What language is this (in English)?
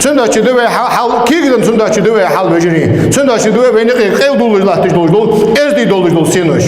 Ingush